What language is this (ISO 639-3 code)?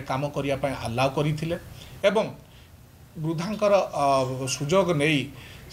ori